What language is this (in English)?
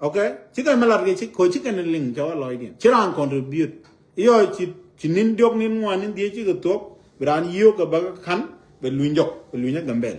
Nuer